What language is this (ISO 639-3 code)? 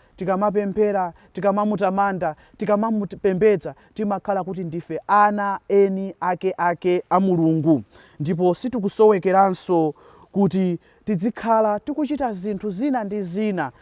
nya